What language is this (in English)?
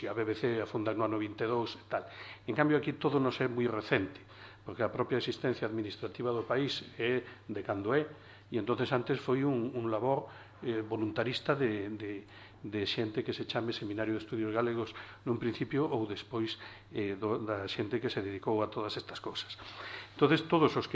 Galician